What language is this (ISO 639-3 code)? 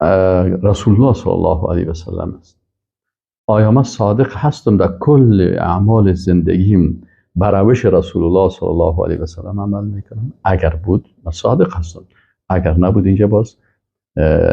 fas